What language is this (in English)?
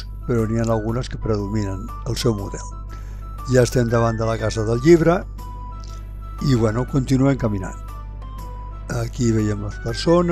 Catalan